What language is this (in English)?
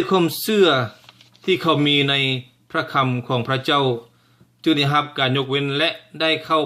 Lao